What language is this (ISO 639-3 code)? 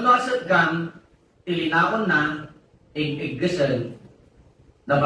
ilo